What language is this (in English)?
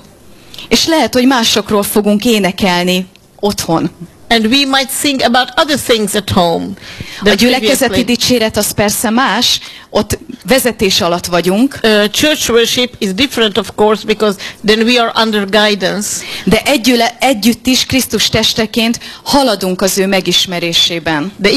Hungarian